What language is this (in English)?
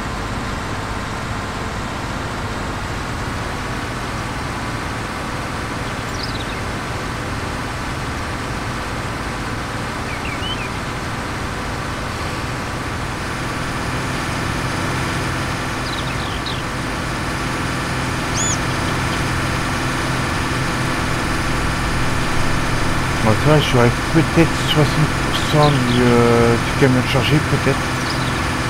French